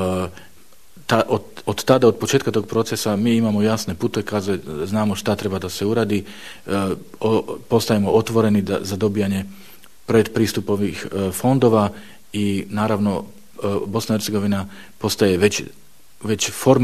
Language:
Bosnian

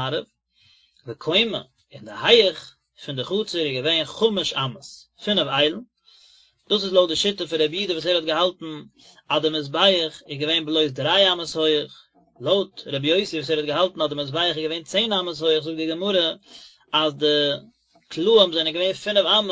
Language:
Yiddish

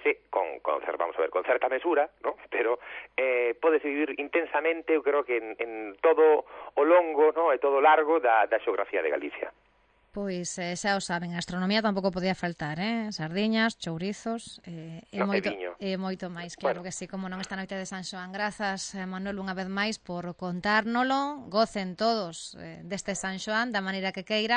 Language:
Galician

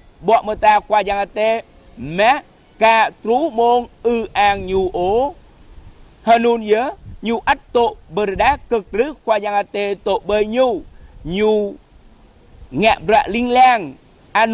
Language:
Jarai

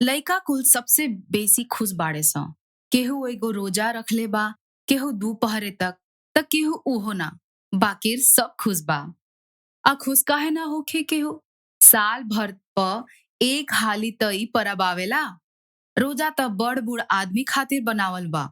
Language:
Bhojpuri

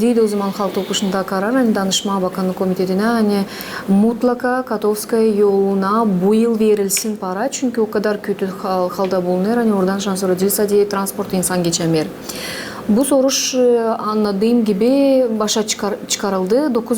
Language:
Gagauz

